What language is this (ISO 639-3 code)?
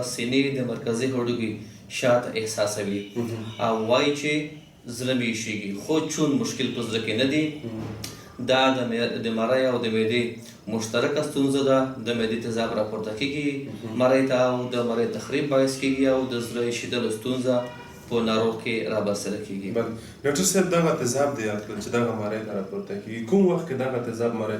pus